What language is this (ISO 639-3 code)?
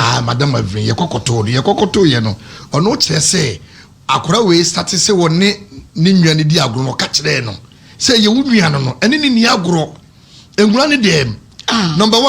aka